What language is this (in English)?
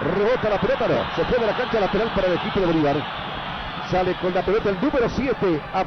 Spanish